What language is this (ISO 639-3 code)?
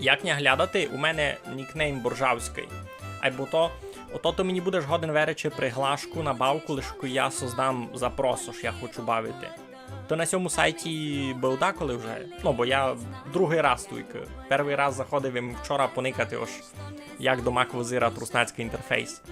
rue